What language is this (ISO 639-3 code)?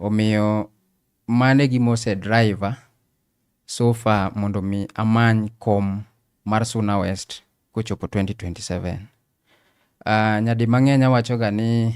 luo